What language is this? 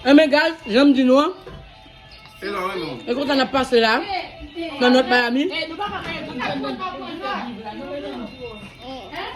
Haitian Creole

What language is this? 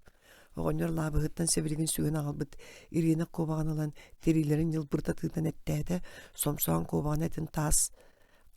Yakut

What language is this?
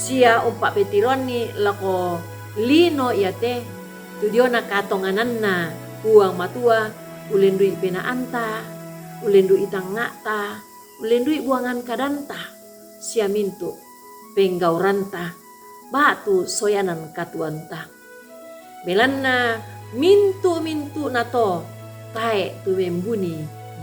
Toraja-Sa'dan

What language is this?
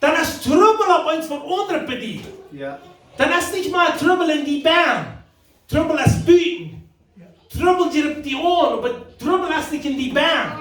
Plautdietsch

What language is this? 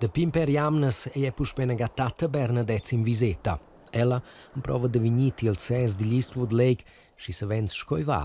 Romansh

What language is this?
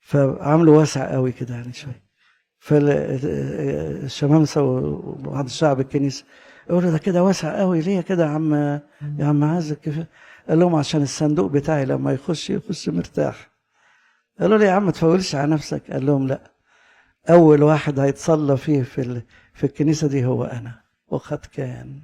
Egyptian Arabic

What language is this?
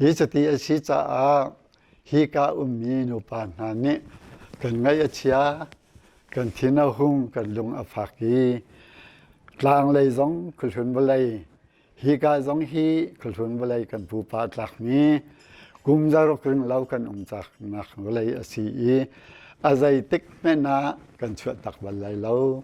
Hakha Chin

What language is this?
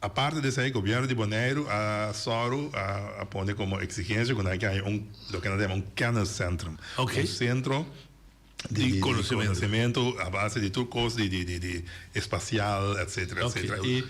Papiamento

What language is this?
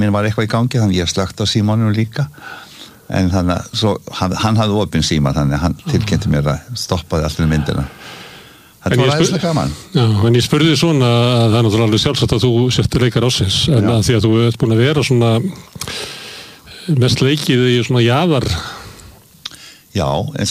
Icelandic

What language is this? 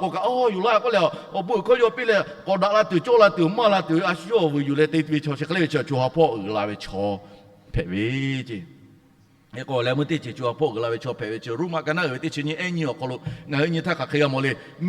Lahu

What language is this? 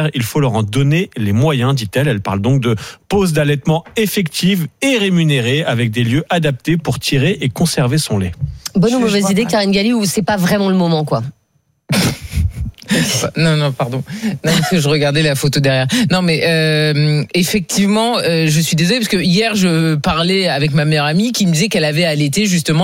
French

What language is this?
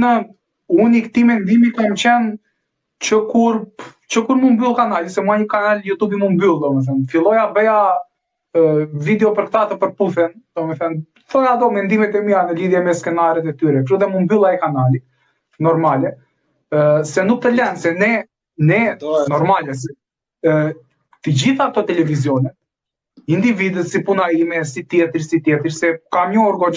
Albanian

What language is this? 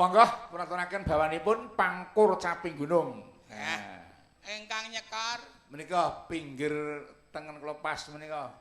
Javanese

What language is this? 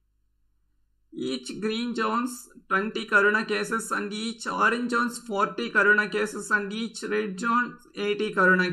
Telugu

